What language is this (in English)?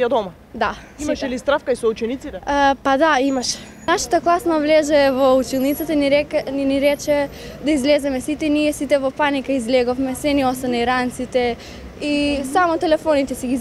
Macedonian